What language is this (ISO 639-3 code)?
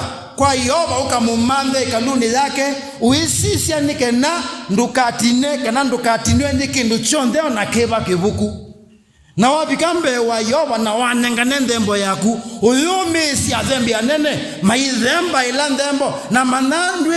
kam